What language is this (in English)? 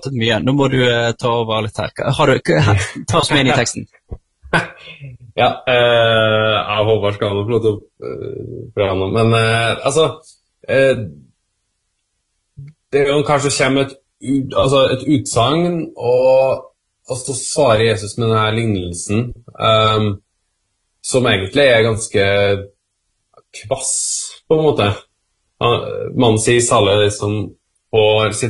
Norwegian